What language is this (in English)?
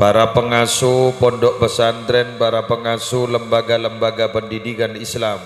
Madurese